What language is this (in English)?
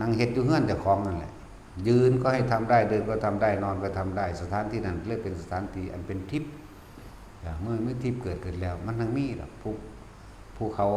Northeastern Thai